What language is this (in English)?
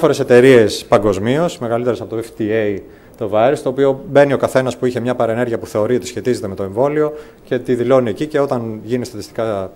Greek